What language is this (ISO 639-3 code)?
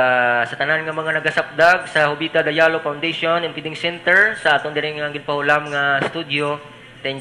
hil